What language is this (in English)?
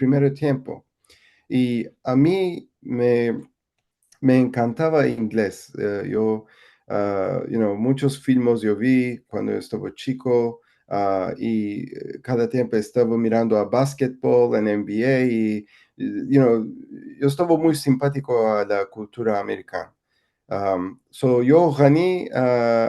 Ladino